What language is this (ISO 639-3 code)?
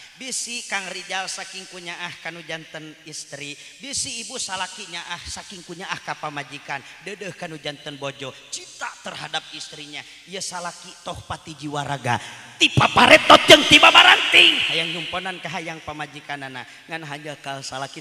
sun